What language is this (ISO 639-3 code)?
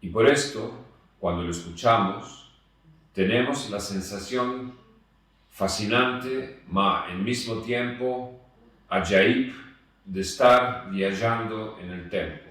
lad